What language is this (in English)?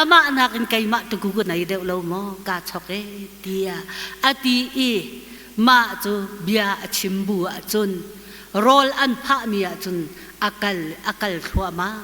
Hakha Chin